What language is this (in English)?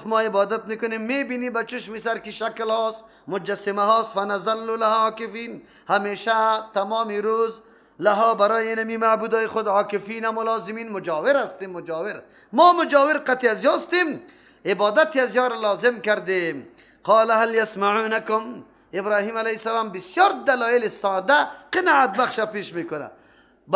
Persian